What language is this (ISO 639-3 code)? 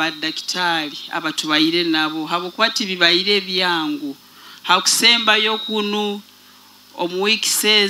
nyo